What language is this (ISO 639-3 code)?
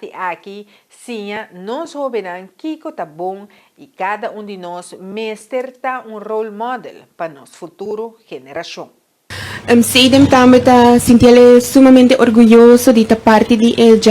pap